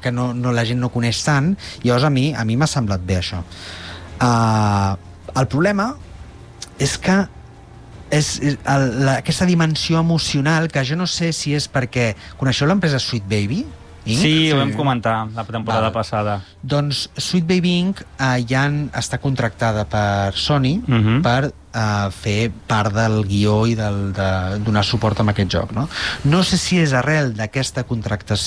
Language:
Catalan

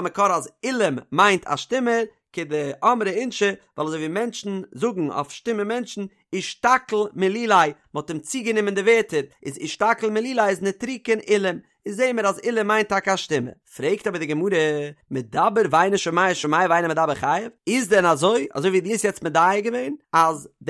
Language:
Yiddish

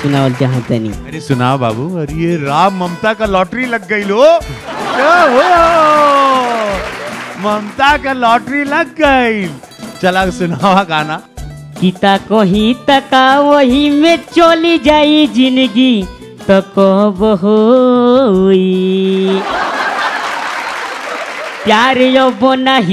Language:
Bhojpuri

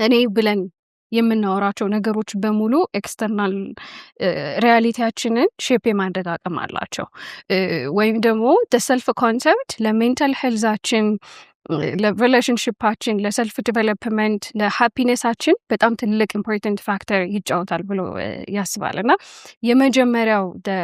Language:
Amharic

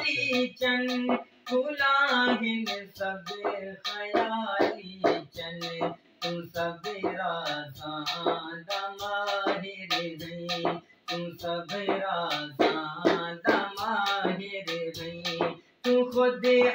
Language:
Saraiki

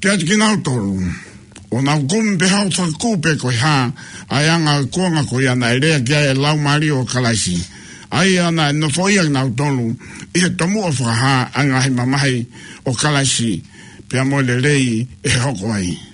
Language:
Tongan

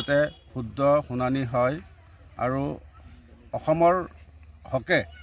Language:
Assamese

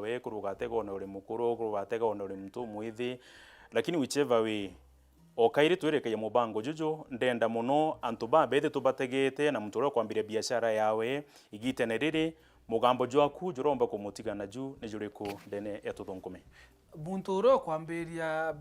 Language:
Meru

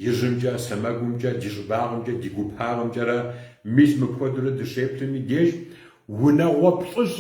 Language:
Kabardian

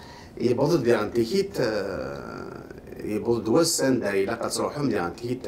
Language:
Kabyle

